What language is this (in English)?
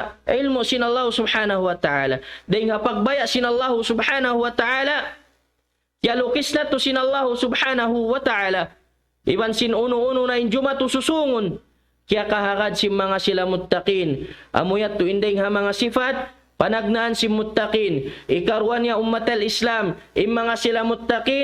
Tausug